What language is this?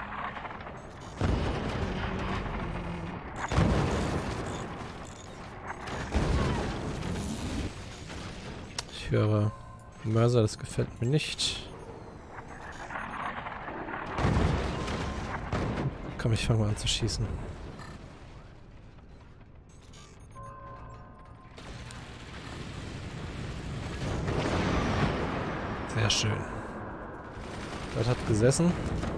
German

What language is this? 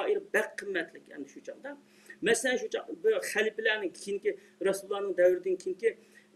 Uyghur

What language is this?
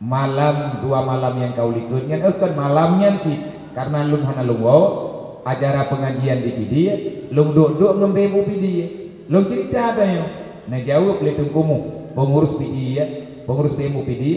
Achinese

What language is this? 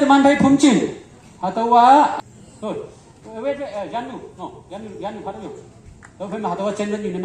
Konyak Naga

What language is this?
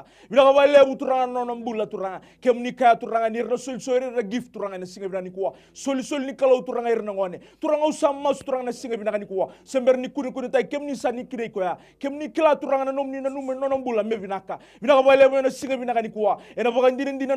Fijian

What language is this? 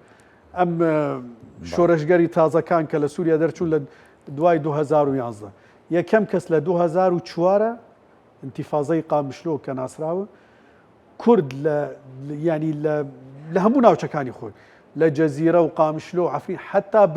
Central Kurdish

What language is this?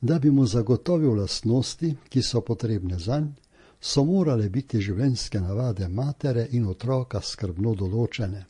Slovenian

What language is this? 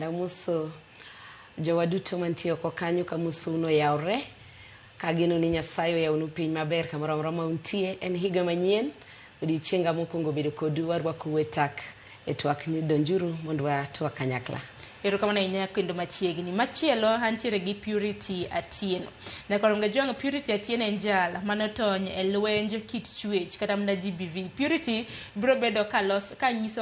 Luo (Kenya and Tanzania)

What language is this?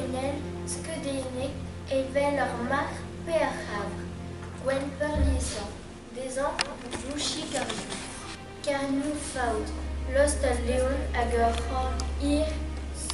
Breton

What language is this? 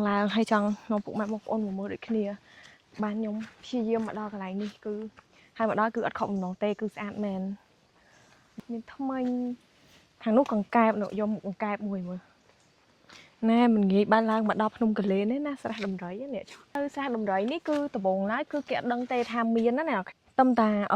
Khmer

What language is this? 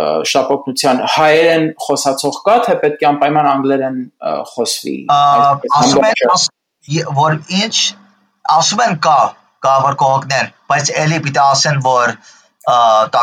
Armenian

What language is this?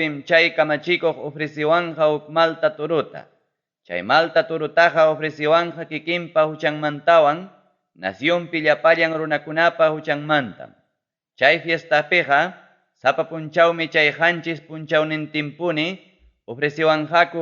Ayacucho Quechua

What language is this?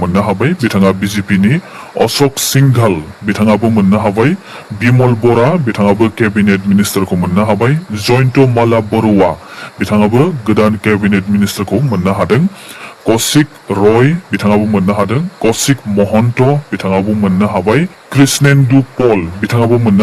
Bodo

